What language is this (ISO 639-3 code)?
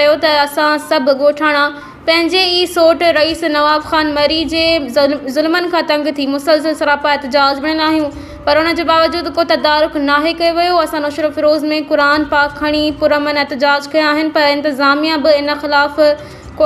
snd